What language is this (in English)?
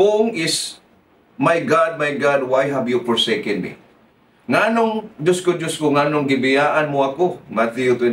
Cebuano